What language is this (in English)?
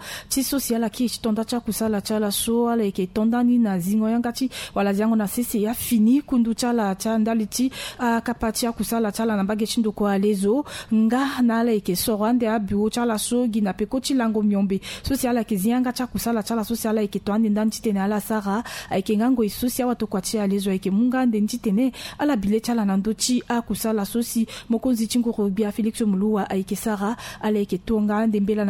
Sango